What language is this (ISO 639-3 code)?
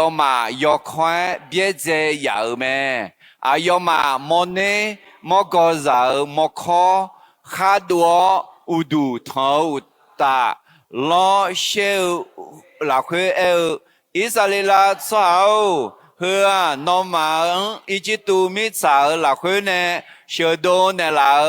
ahk